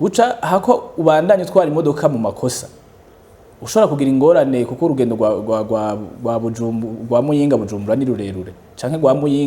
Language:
Rundi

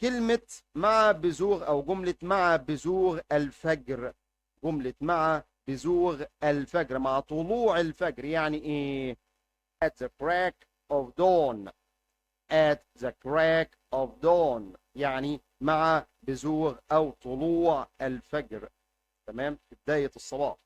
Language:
Egyptian Arabic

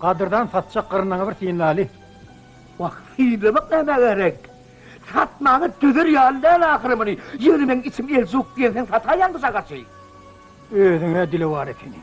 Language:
Turkmen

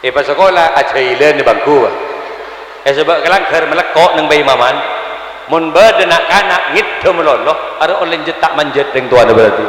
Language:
Madurese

